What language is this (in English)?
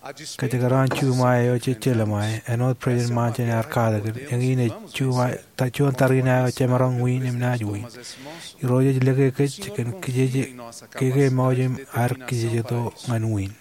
Marshallese